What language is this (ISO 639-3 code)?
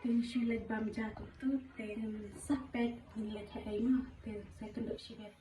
kha